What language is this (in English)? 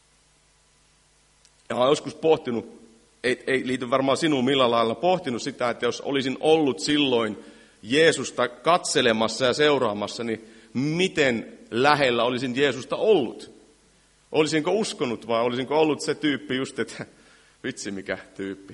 Finnish